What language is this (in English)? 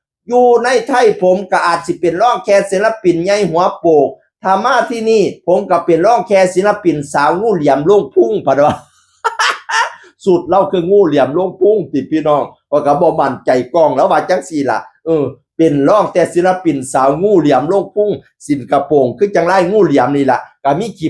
Northeastern Thai